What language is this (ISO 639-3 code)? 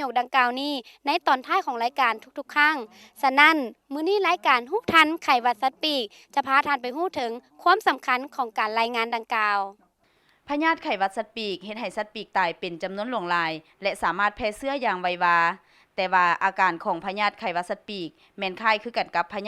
lao